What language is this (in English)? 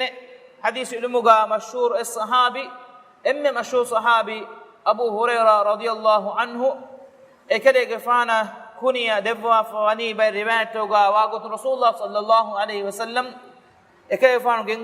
Divehi